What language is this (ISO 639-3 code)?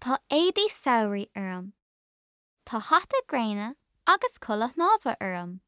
gle